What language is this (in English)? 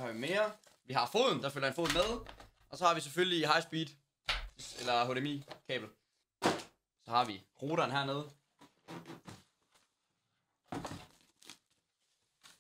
Danish